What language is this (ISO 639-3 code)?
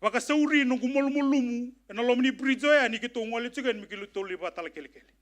fij